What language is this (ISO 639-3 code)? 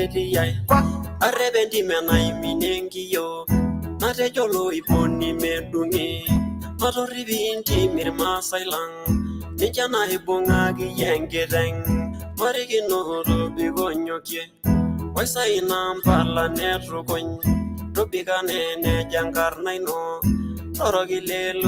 mas